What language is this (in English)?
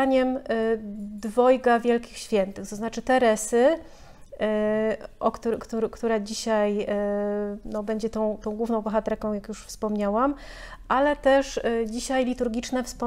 Polish